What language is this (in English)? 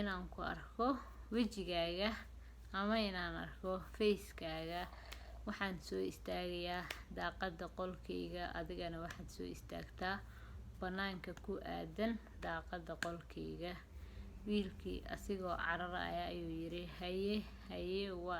Somali